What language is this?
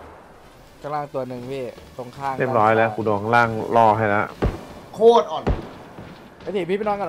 Thai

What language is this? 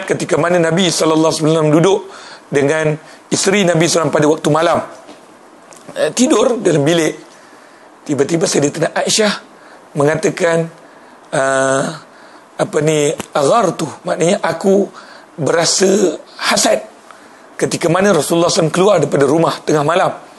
Malay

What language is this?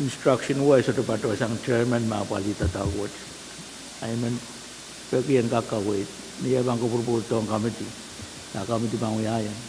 Pohnpeian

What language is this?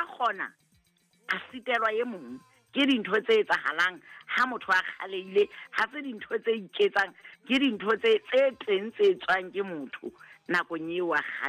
Southern Sotho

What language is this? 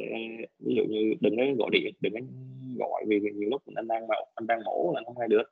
Vietnamese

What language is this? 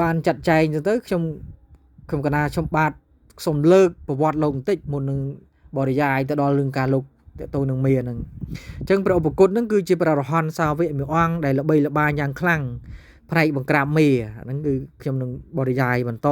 Khmer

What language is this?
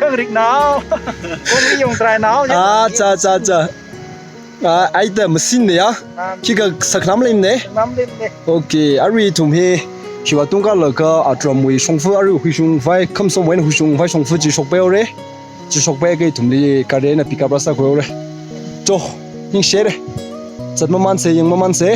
Tangkhul Naga (India)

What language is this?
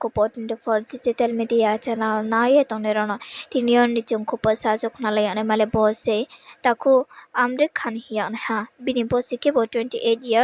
Riang (India)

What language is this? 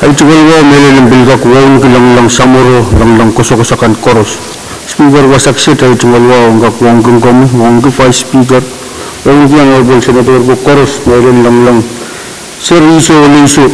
Pohnpeian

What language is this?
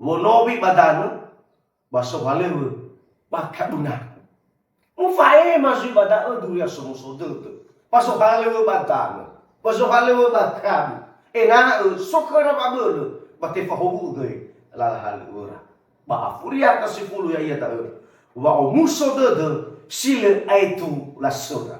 Nias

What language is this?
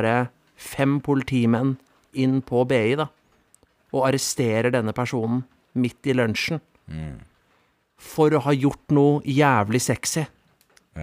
Norwegian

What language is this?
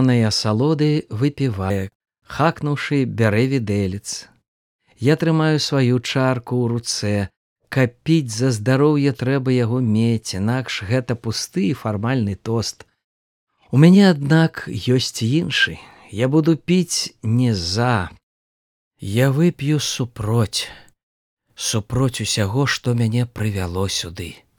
Belarusian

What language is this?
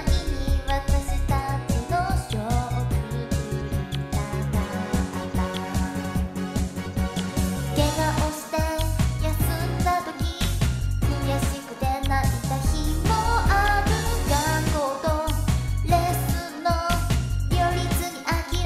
Japanese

